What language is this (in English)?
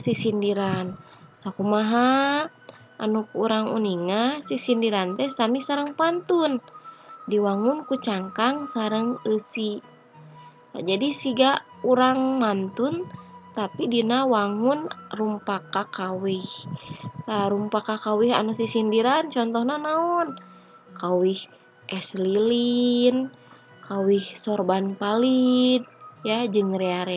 Sundanese